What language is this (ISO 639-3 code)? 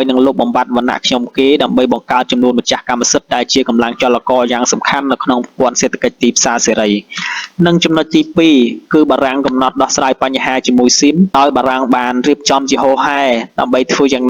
khm